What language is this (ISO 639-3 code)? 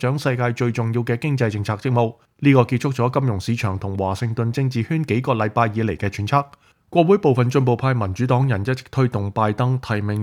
yue